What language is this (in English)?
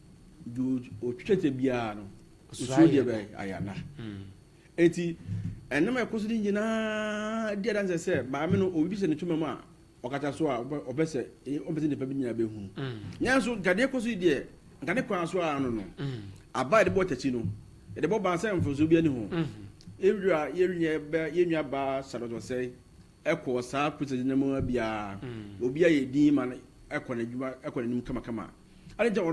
Akan